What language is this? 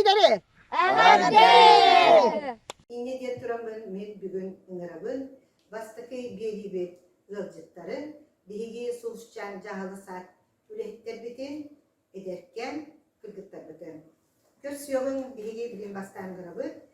Yakut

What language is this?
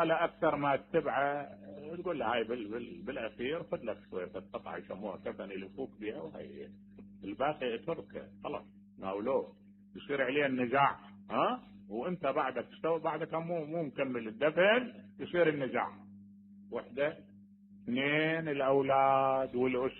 Mesopotamian Arabic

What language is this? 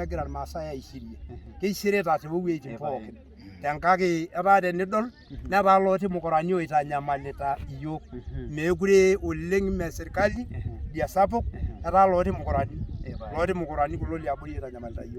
Masai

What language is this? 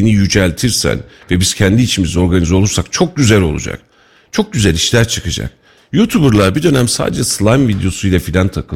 Turkish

